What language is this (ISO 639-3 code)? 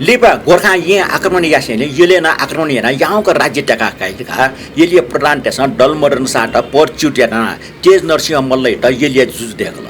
new